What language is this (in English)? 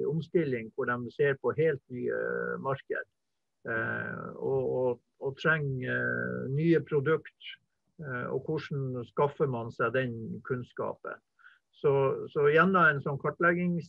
Norwegian